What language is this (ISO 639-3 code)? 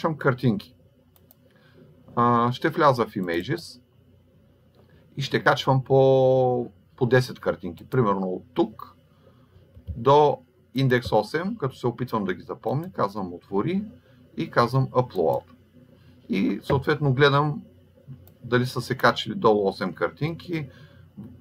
bul